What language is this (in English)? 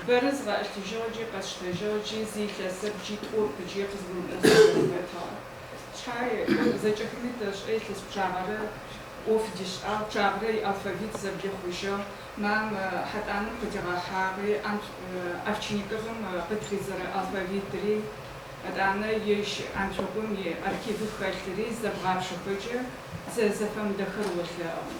Adyghe